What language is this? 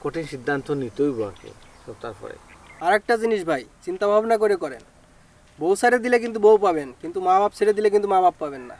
Sylheti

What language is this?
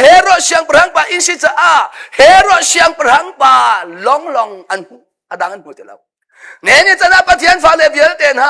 Hakha Chin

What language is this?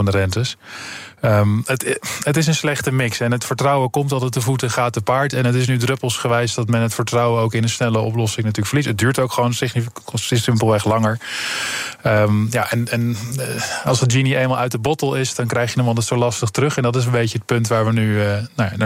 Dutch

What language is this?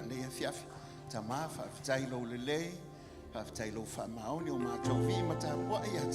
Samoan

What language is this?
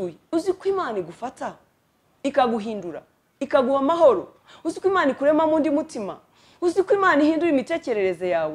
Kinyarwanda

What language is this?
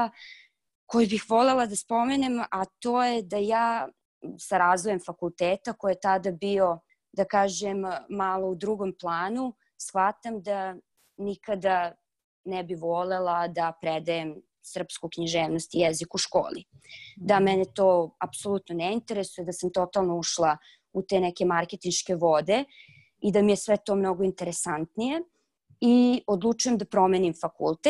Serbian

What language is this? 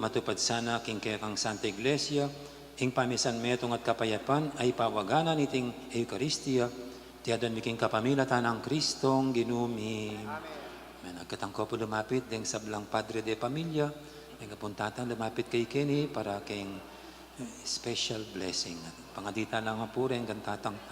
Pampanga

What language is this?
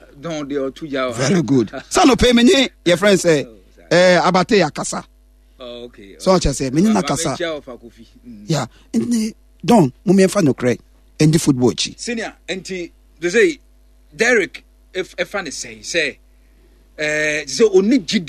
Akan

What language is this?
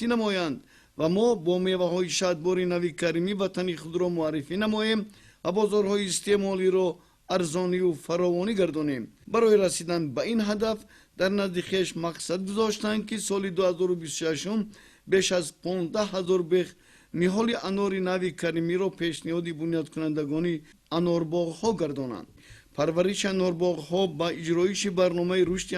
Tajik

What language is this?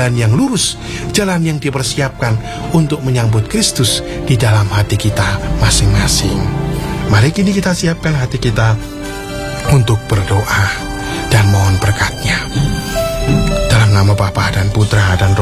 Indonesian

